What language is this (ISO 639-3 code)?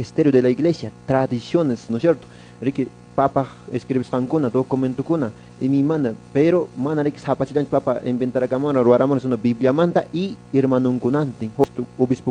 que